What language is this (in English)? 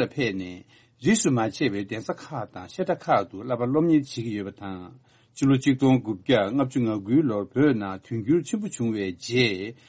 Tibetan